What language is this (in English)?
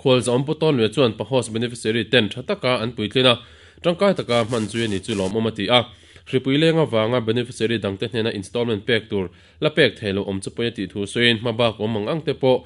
Mizo